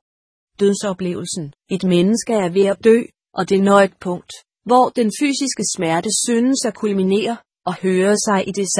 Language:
Danish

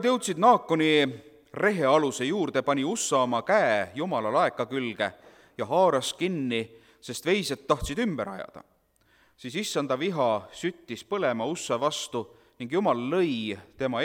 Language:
Estonian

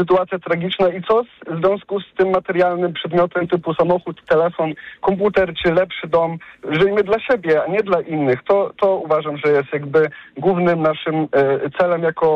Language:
Polish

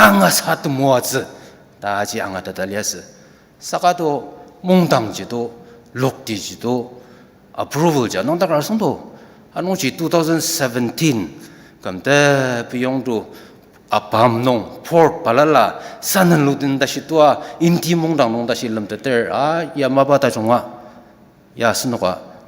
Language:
Ao Naga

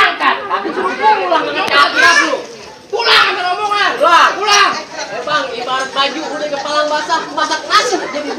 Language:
Betawi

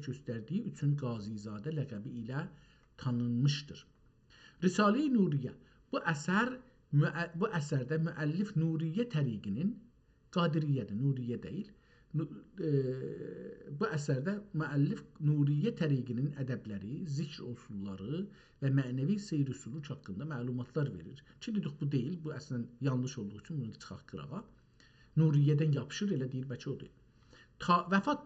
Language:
South Azerbaijani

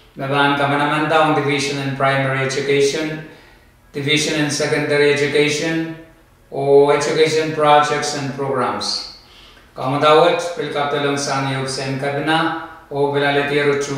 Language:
Pohnpeian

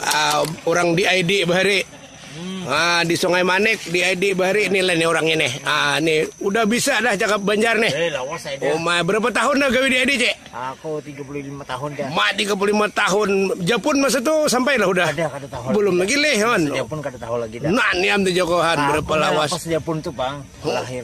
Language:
Banjar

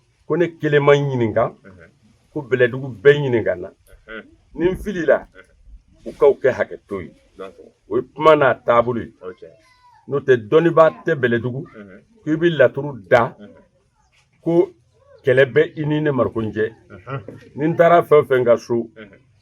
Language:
Bambara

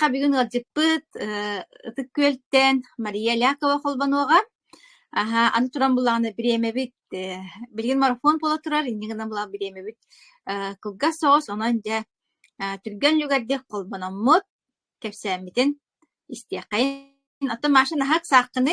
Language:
Yakut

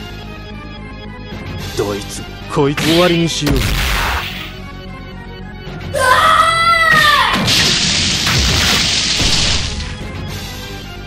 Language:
Japanese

